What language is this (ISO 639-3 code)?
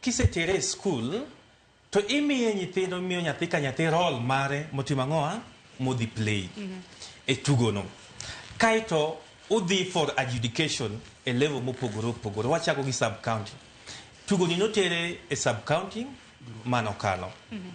luo